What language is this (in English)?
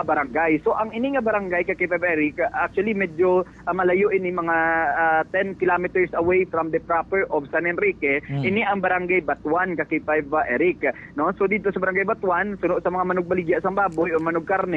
Hiligaynon